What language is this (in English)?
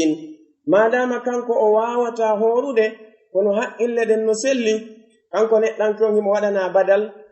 Pular